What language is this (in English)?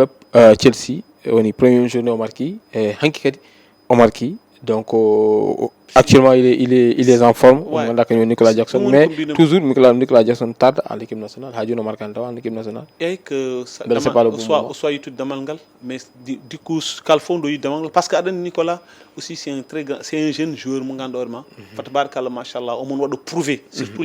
Fula